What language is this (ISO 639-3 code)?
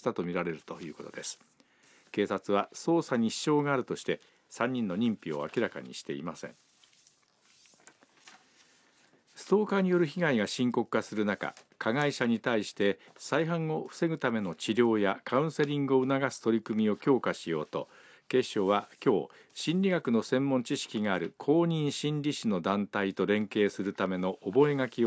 jpn